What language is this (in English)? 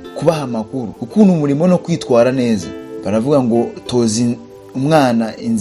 Kinyarwanda